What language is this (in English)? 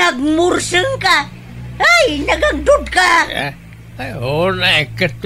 Iloko